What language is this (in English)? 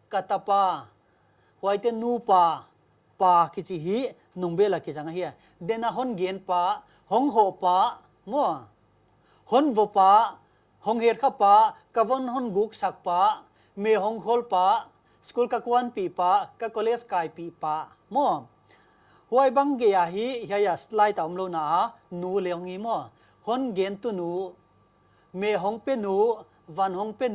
Paite Chin